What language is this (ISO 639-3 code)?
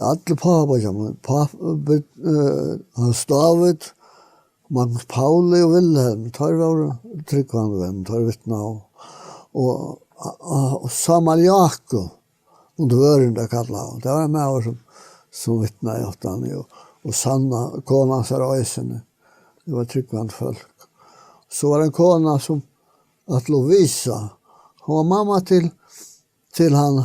fao